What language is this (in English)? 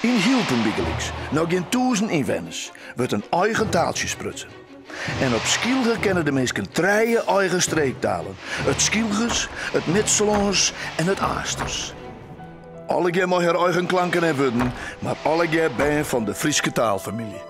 Western Frisian